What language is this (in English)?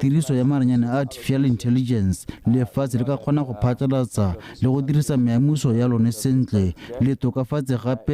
Tswana